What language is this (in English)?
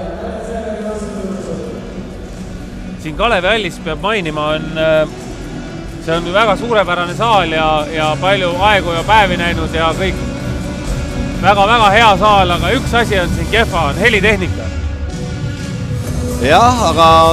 Estonian